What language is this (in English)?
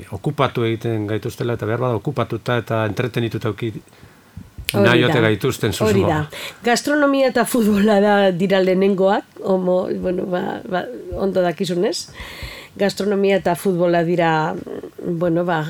Basque